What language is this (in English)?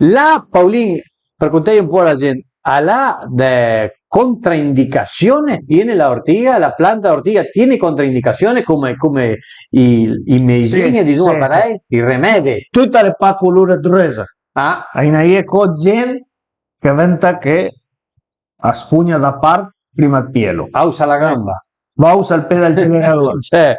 Piedmontese